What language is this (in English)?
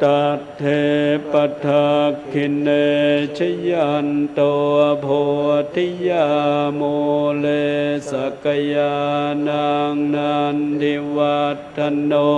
Pali